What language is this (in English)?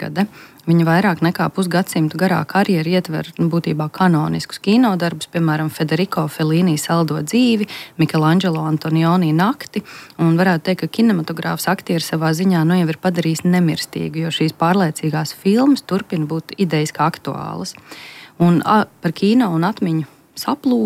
Latvian